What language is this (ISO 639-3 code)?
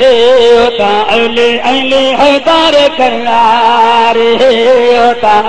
skr